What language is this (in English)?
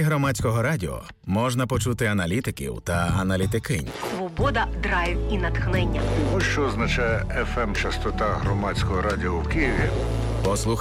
Ukrainian